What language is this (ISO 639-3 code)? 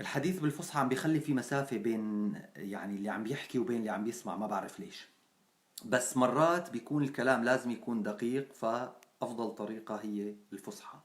apc